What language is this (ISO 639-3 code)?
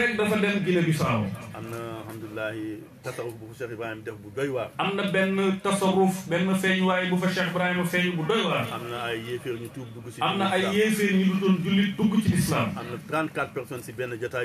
wol